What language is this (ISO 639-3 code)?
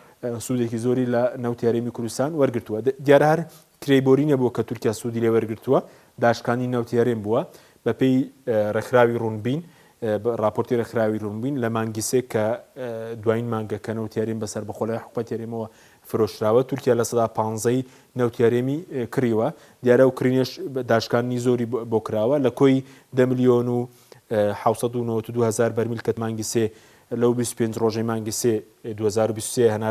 ckb